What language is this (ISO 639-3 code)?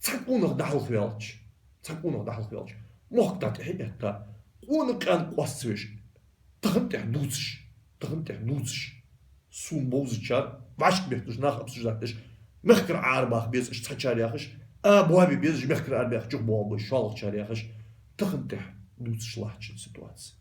inh